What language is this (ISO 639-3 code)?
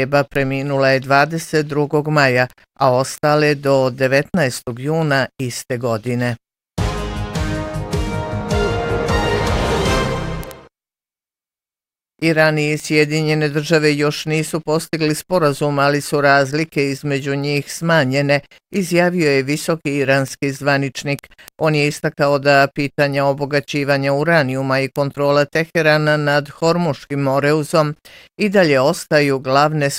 bos